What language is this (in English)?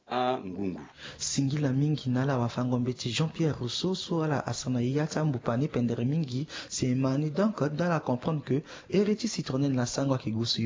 Sango